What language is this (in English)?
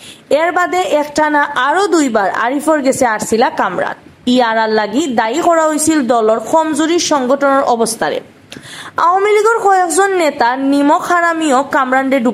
Sylheti